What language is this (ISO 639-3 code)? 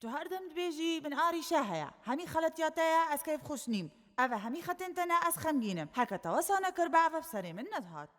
kur